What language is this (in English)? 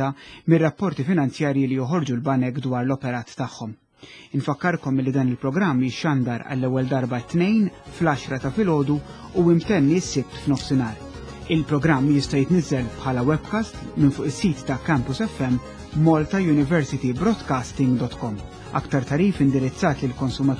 Maltese